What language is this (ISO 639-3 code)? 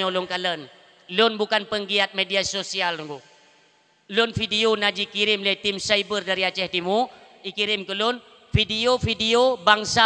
ace